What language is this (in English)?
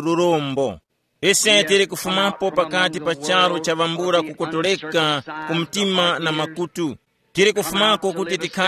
Tumbuka